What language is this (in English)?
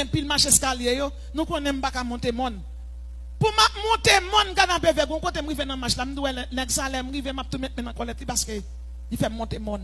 Haitian Creole